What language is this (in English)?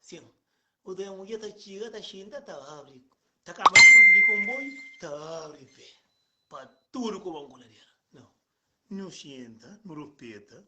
Kabuverdianu